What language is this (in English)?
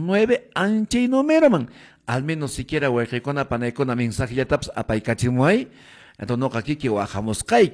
Quechua